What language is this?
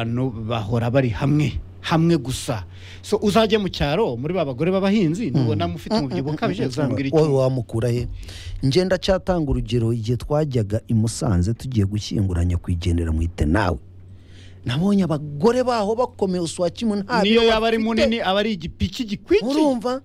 Kinyarwanda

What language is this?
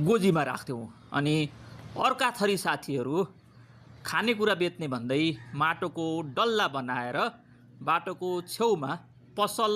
Nepali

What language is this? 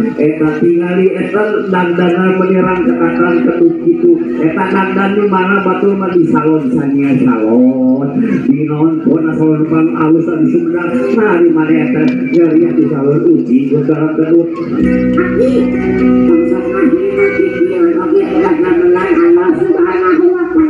Sundanese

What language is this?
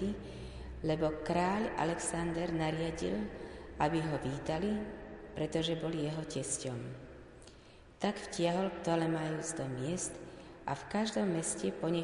Slovak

